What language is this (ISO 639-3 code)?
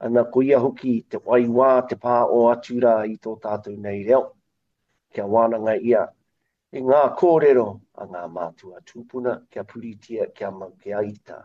mri